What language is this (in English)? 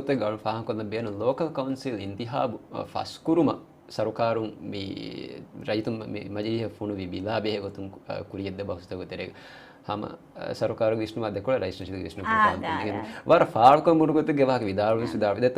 Divehi